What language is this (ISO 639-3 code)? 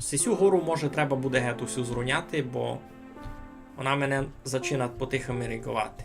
rue